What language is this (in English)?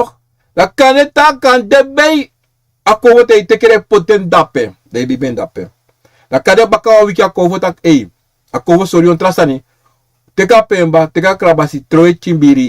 Sranan Tongo